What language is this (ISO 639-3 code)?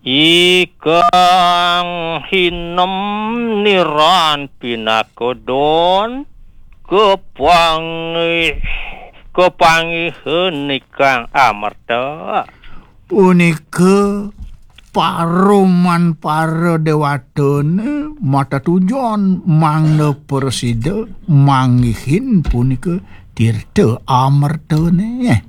ban